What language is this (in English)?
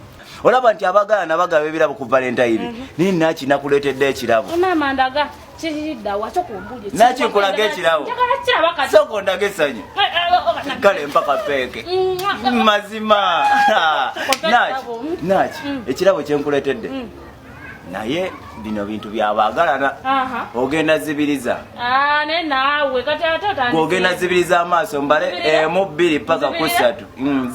Ganda